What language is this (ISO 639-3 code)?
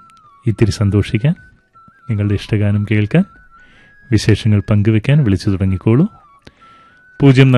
mal